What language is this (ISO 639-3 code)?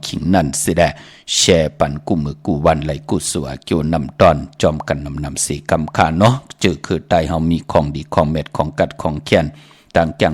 shn